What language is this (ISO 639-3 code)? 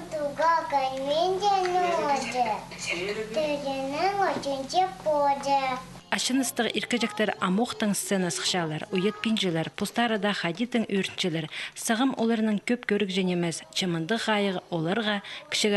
kjh